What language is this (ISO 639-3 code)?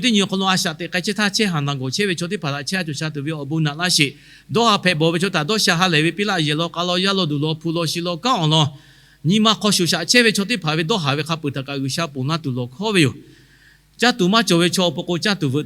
lhu